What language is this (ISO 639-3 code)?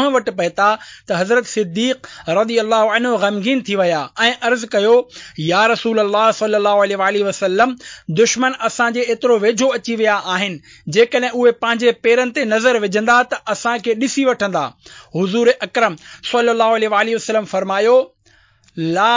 snd